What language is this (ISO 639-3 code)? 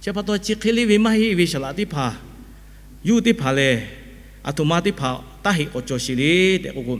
lhu